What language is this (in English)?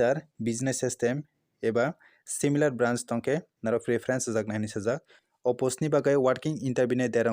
Kok Borok